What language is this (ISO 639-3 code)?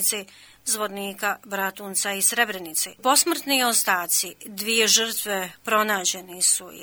bos